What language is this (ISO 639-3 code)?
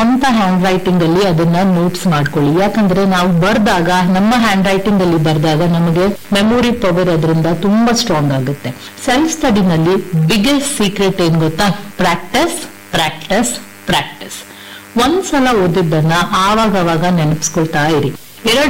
kan